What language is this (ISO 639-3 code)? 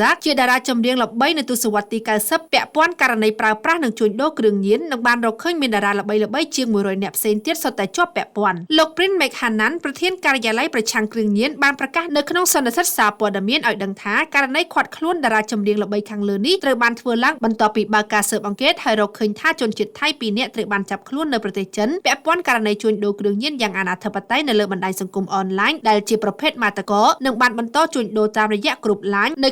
khm